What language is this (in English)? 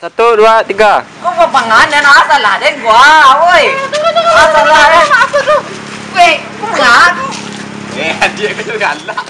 Minangkabau